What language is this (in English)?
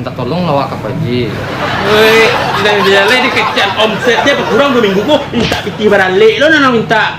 Minangkabau